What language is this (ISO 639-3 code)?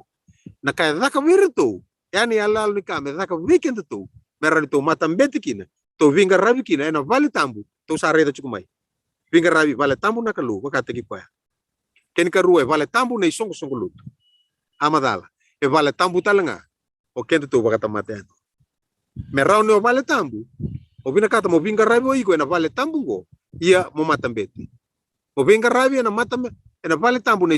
fij